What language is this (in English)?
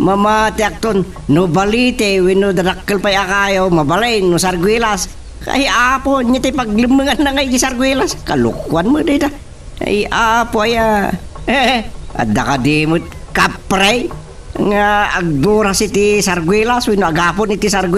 Iloko